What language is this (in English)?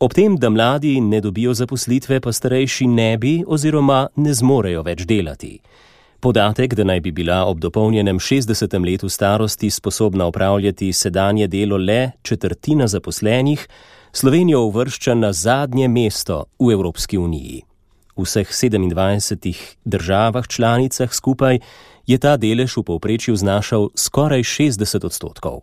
Slovenian